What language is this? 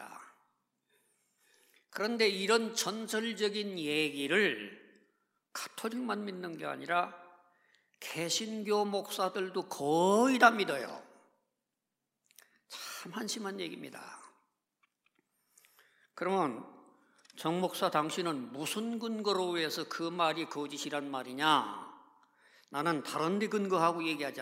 Korean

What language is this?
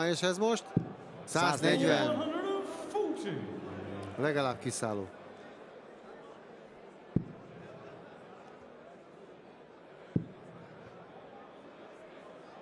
Hungarian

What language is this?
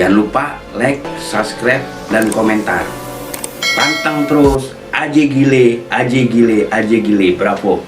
Betawi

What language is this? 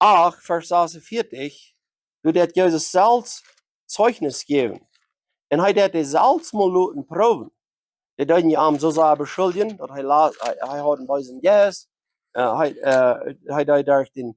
Plautdietsch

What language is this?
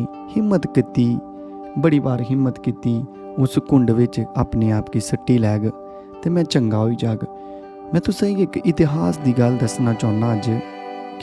Dogri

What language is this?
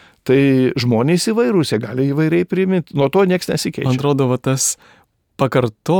Lithuanian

